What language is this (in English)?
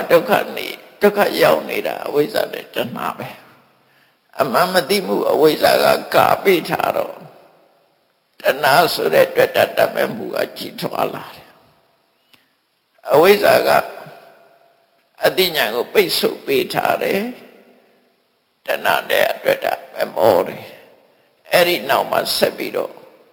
Burmese